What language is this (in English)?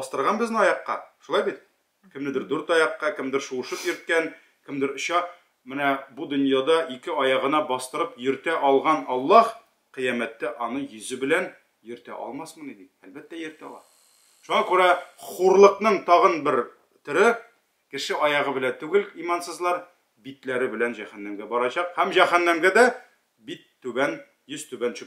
Tatar